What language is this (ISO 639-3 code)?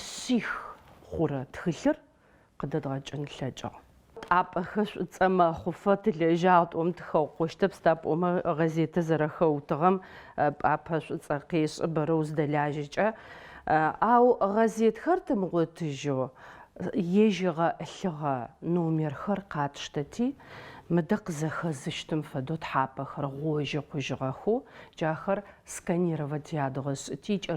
ady